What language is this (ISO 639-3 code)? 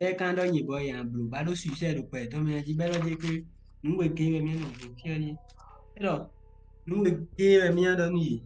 fon